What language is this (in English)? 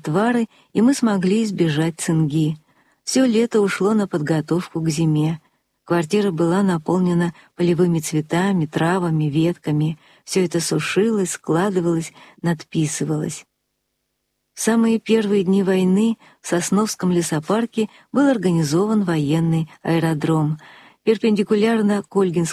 Russian